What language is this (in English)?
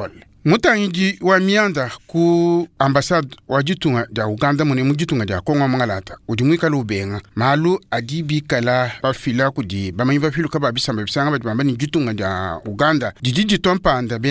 Luba-Lulua